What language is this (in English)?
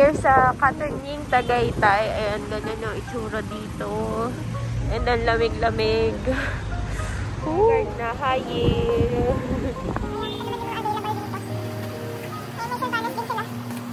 Filipino